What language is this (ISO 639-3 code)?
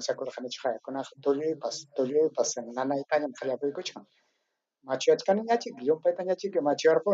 quy